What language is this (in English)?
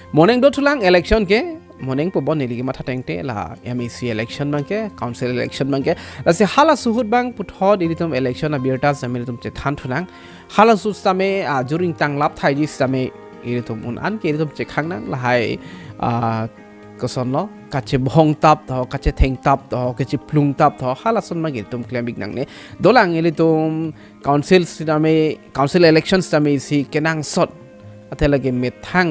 Karbi